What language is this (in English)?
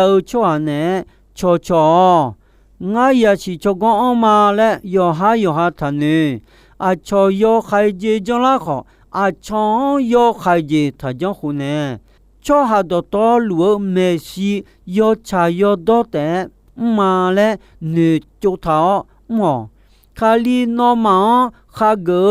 Akha